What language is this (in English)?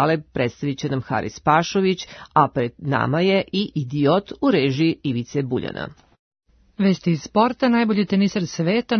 Serbian